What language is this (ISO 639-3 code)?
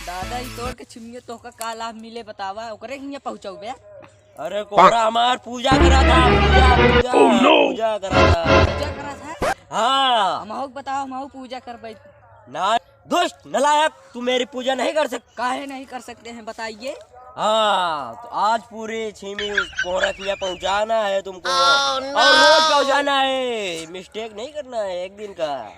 awa